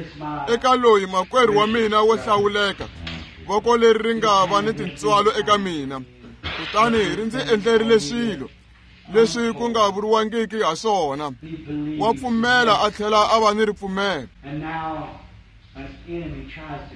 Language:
Tsonga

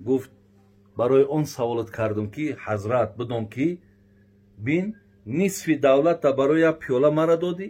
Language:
Tajik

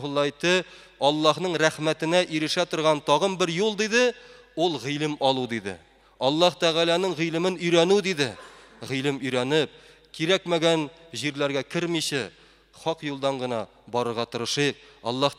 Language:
Tatar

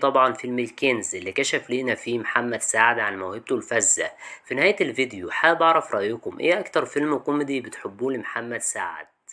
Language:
Egyptian Arabic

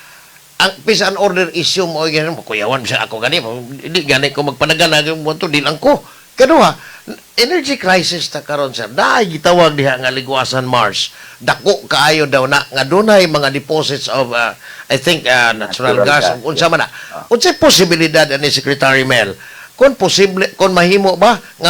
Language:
Cebuano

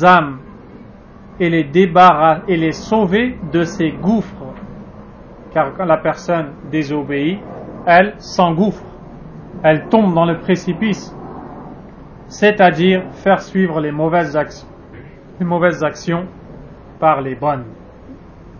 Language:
French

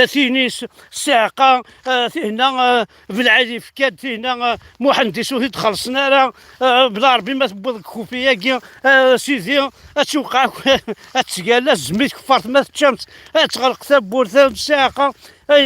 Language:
Kabyle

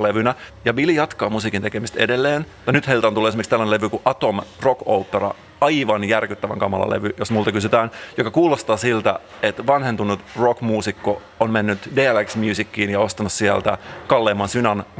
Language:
Finnish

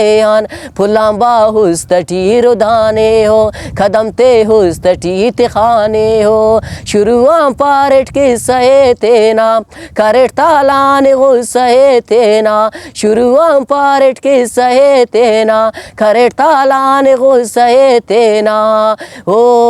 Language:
Brahui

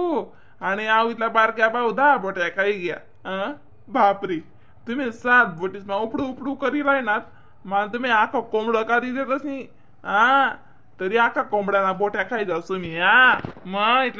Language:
Khandesi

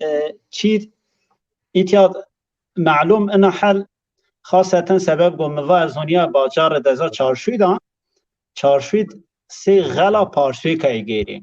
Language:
Zaza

